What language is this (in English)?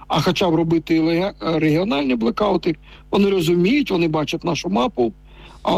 Ukrainian